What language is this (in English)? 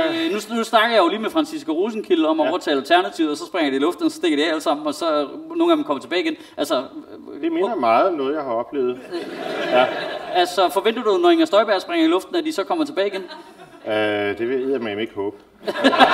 Danish